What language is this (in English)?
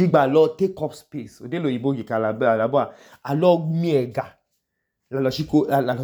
Idoma